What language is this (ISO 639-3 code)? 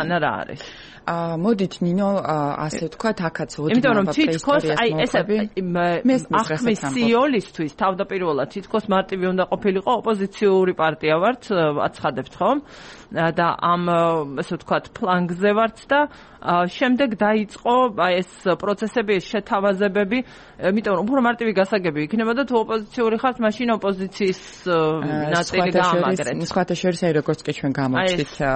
kat